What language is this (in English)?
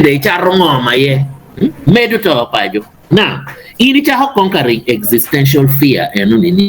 Acoli